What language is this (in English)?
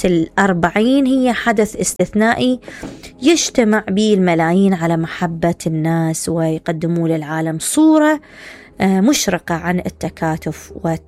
Mesopotamian Arabic